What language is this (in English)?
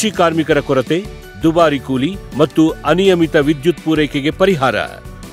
Kannada